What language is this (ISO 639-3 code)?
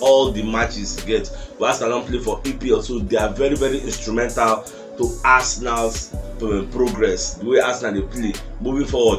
pcm